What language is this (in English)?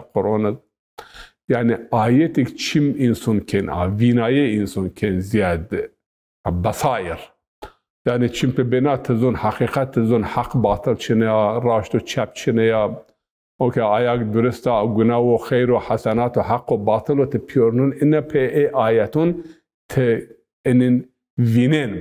Zaza